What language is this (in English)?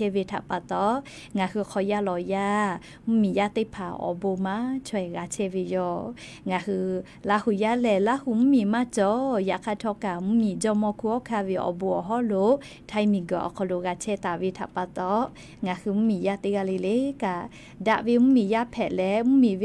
Lahu